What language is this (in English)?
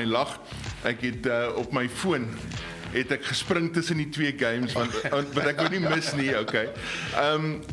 Afrikaans